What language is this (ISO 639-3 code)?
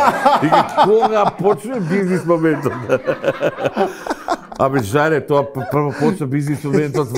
mkd